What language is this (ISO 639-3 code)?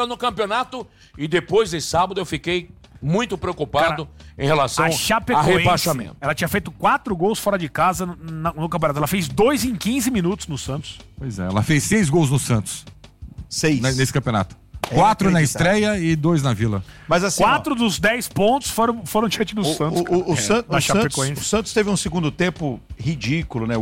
por